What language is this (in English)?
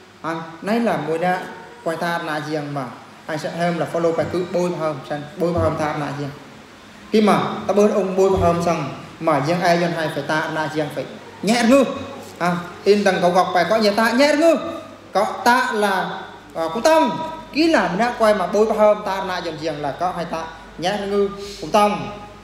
Eastern Bru